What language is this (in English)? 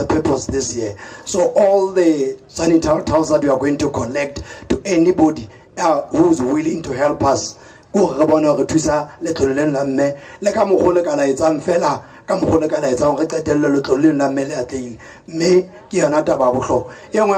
Southern Sotho